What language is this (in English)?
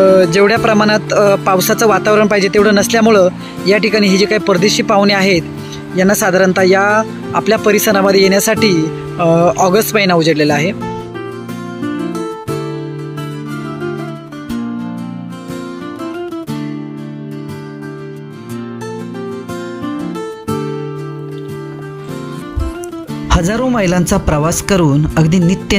Marathi